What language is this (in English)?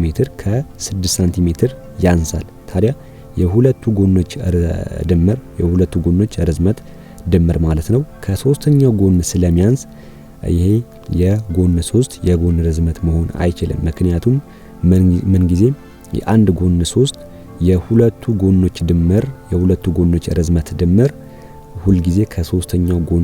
Amharic